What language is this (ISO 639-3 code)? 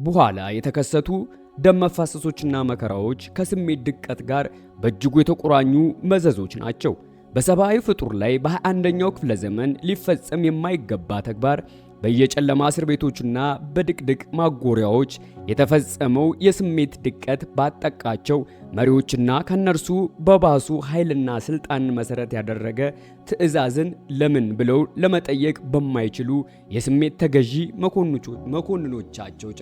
amh